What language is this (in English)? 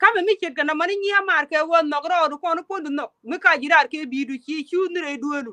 Nuer